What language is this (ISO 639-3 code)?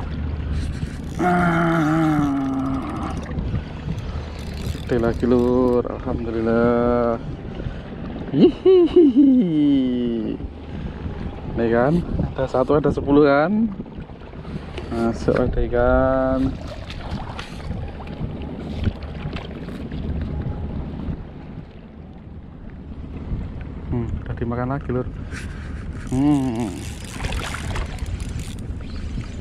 ind